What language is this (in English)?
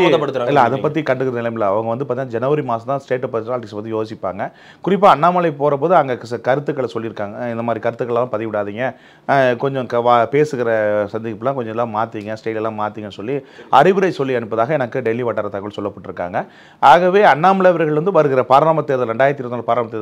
Tamil